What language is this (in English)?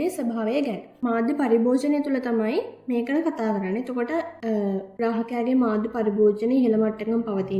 Sinhala